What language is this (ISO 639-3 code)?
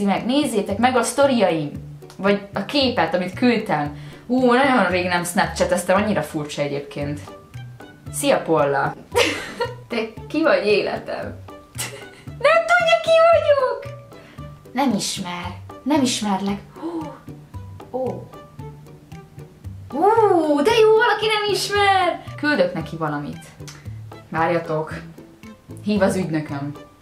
hun